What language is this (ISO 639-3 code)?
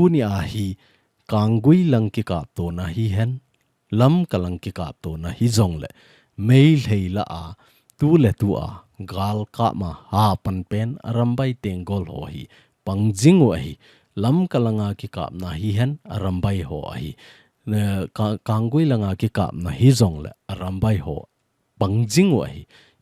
tcz